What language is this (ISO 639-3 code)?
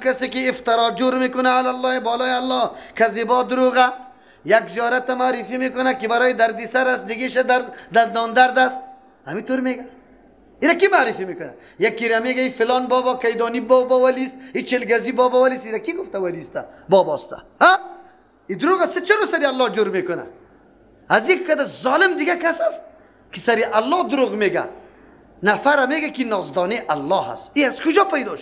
fas